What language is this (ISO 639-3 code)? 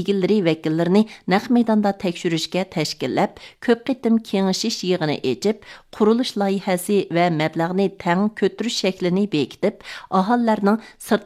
uig